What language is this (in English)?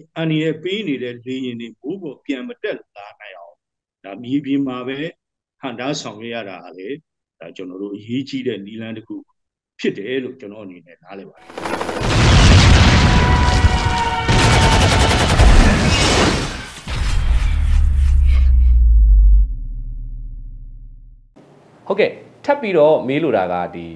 Burmese